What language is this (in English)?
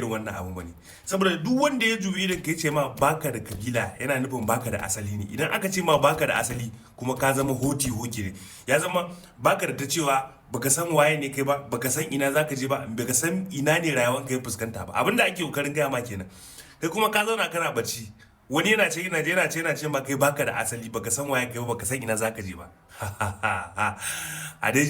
Hausa